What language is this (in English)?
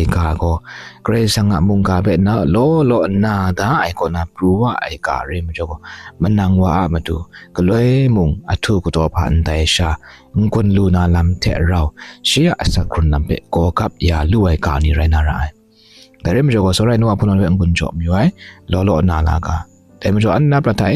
Kachin